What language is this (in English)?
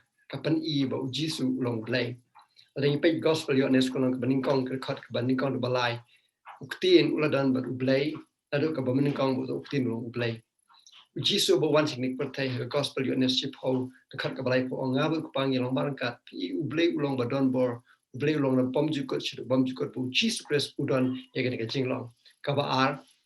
Khasi